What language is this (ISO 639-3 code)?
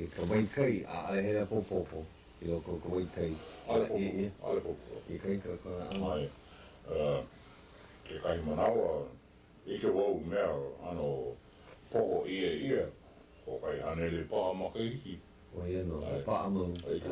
haw